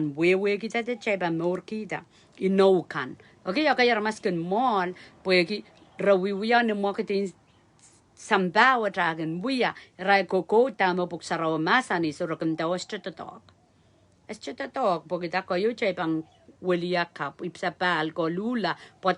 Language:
Pohnpeian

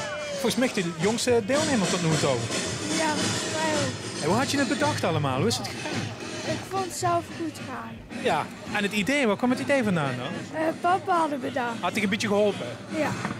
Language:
Limburgish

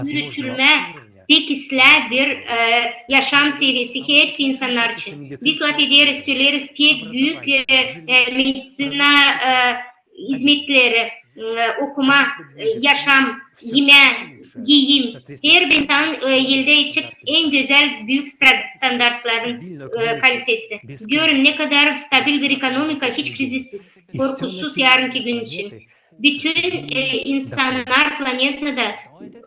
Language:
Gagauz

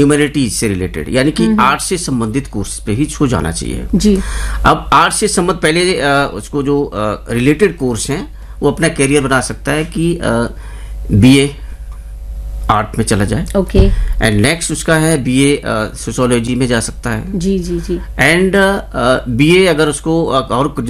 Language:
Hindi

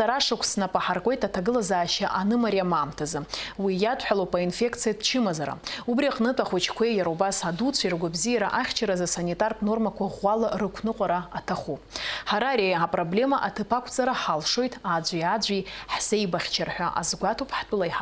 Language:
Abkhazian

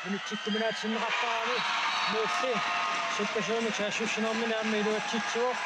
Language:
Kalaallisut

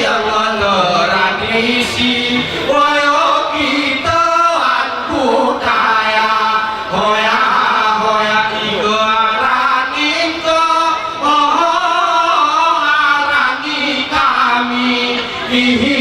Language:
Gayo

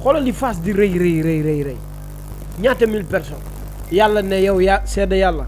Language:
Wolof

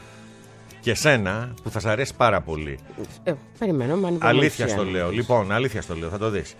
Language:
Greek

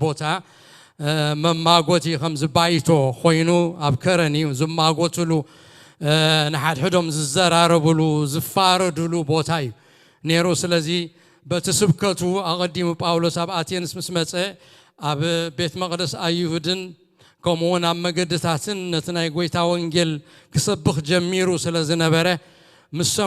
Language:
Tigrinya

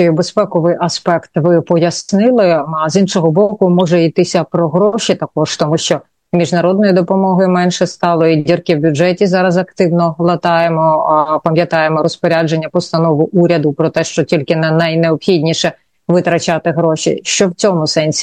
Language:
Ukrainian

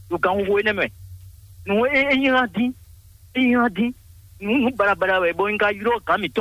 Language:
Fon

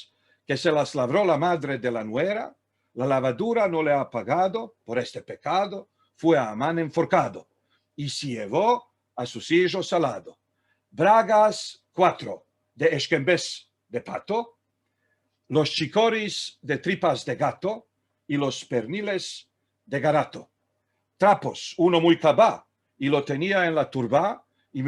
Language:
Ladino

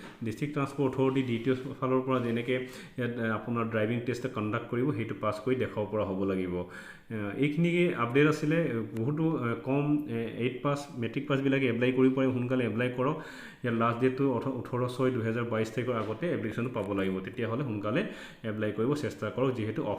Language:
Assamese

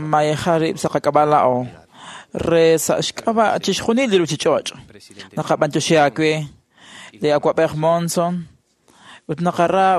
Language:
Kekchí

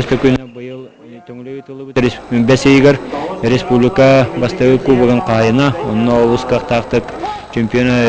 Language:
Yakut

